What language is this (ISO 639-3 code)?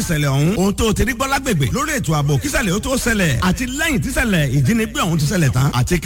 yor